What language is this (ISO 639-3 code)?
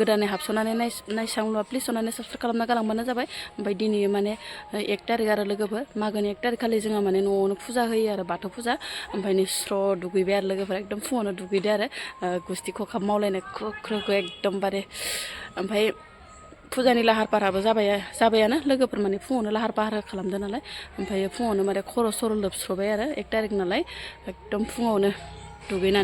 brx